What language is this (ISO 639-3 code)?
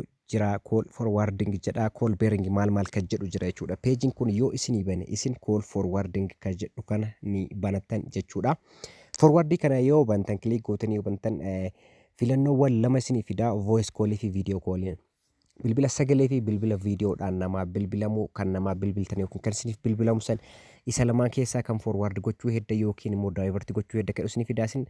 orm